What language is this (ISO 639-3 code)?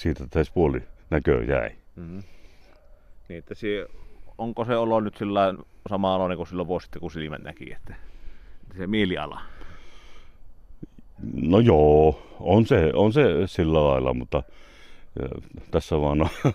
fin